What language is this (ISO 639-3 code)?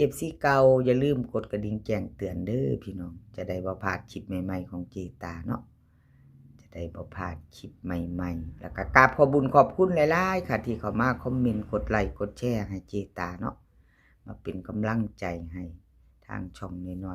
tts